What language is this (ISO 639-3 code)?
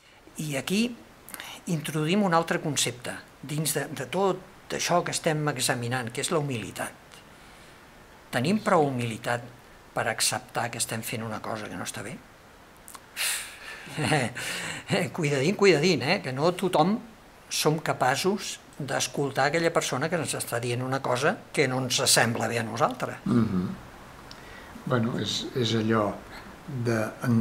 cat